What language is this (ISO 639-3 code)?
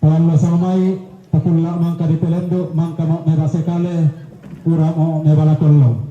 sda